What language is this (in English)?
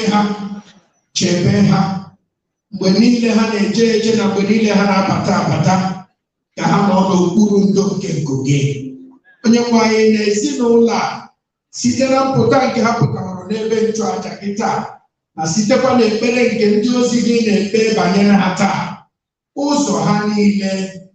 Igbo